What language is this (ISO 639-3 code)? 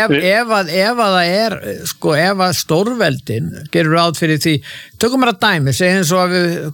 isl